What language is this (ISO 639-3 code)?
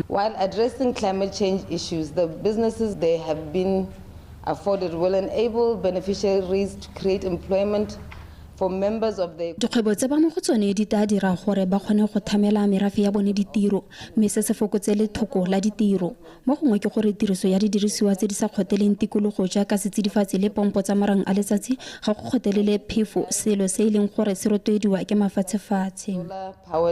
tsn